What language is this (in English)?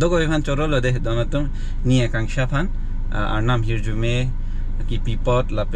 Karbi